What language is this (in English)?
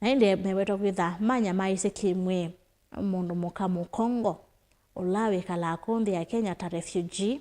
Kamba